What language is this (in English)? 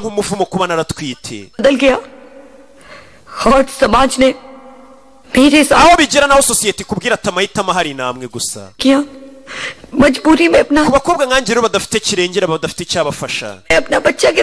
Kinyarwanda